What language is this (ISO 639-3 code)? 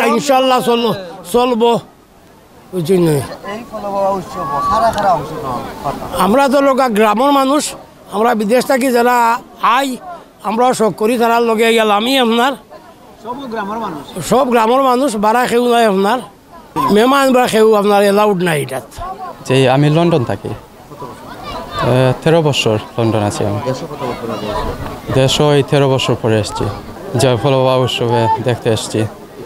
syl